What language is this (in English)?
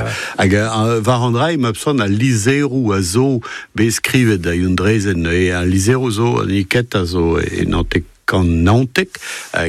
Breton